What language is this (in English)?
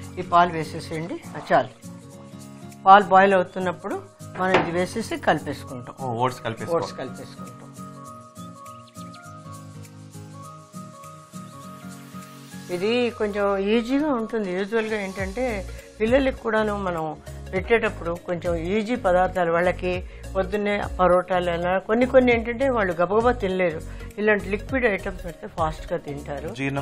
Telugu